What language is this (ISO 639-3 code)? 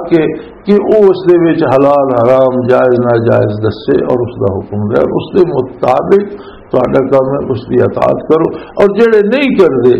lah